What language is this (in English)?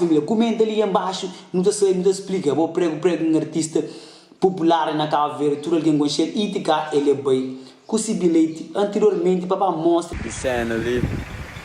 Kabuverdianu